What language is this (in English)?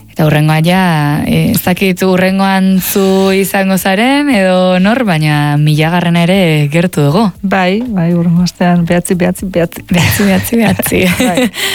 Basque